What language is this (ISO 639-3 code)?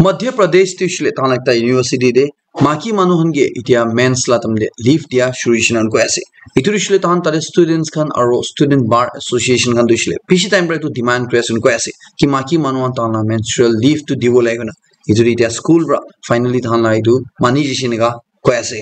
nag